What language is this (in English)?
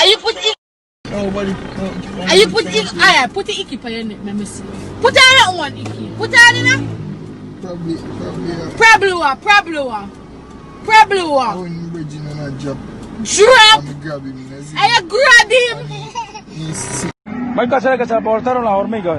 Jamaican Creole English